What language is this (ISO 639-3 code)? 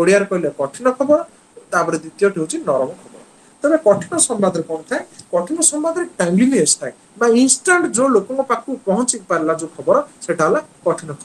ori